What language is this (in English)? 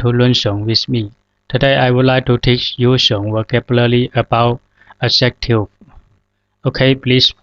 Zhuang